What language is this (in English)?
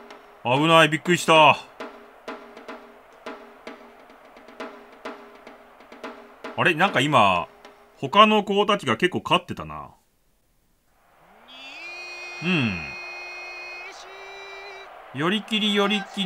Japanese